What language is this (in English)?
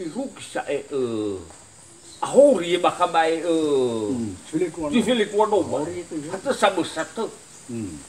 Nias